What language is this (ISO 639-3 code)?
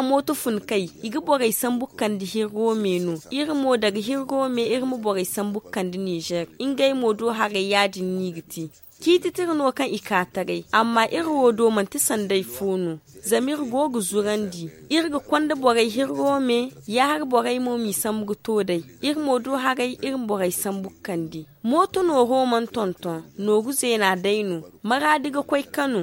dje